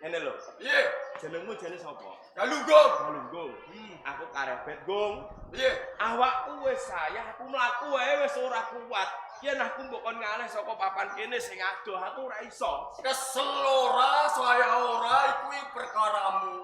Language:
Javanese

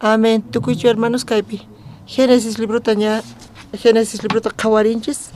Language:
South Bolivian Quechua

